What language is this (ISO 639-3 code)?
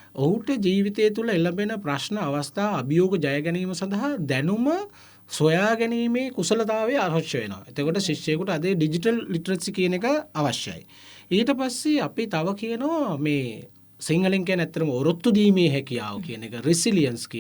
sin